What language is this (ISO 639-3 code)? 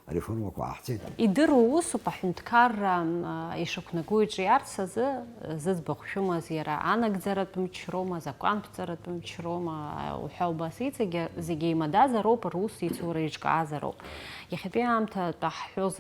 abk